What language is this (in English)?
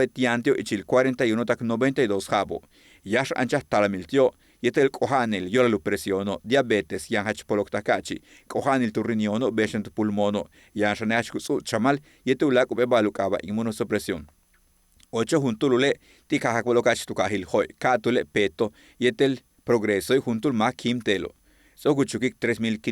Yucateco